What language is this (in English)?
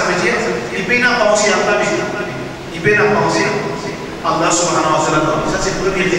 Morisyen